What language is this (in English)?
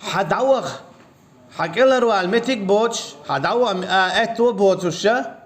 Chechen